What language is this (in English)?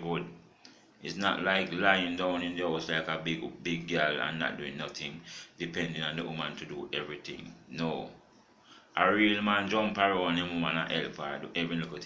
Jamaican Creole English